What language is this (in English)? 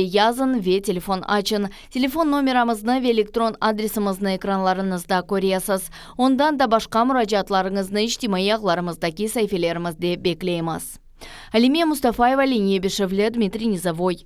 Crimean Tatar